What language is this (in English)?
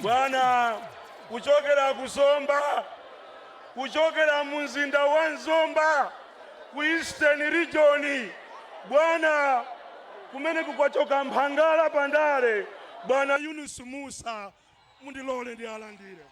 Nyanja